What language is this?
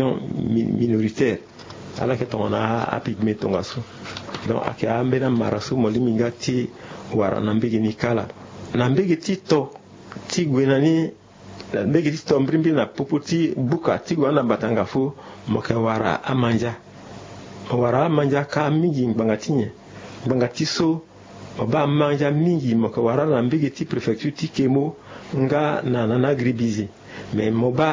Sango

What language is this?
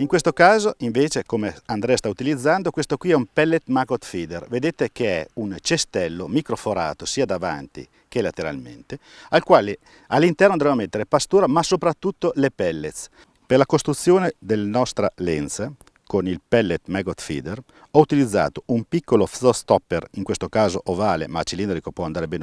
Italian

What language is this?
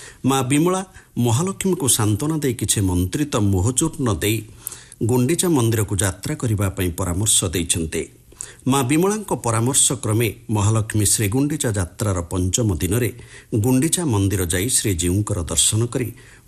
Odia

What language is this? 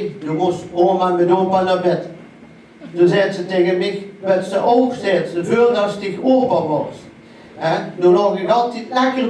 Limburgish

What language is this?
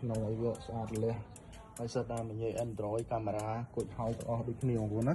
Khmer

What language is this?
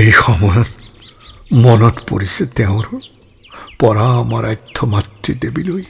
Assamese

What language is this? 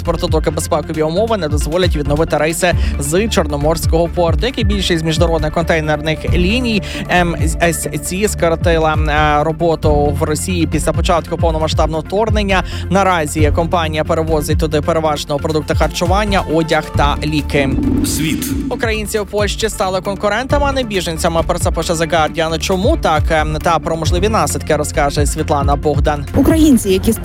Ukrainian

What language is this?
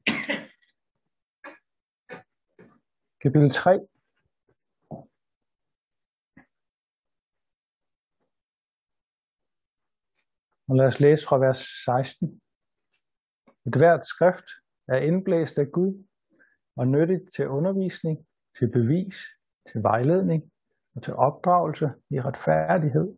Danish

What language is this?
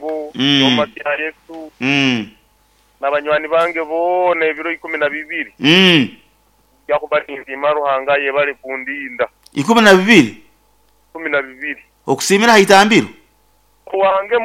Nyankole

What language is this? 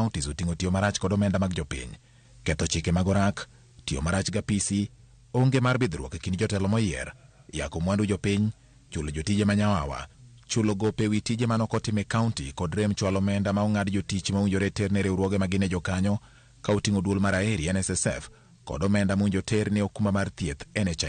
Luo (Kenya and Tanzania)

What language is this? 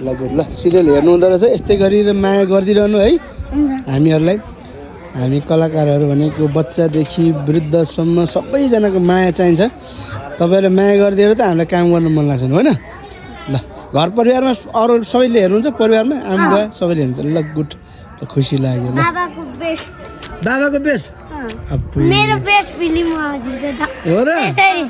Nepali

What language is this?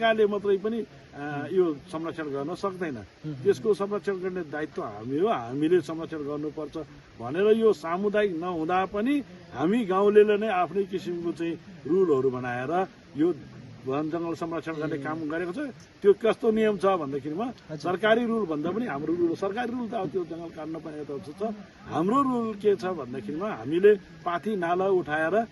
Nepali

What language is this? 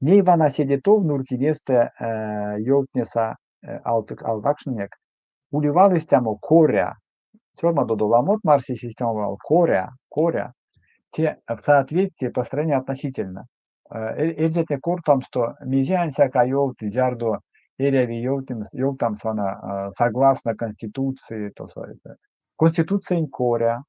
Erzya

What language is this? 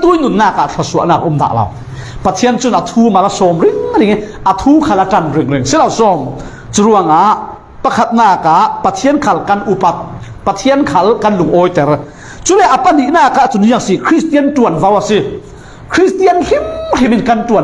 Falam Chin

